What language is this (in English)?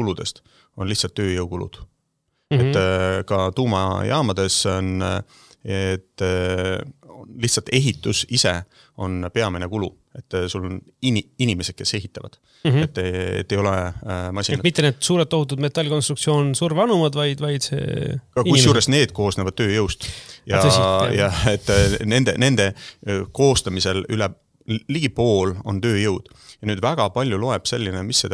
Estonian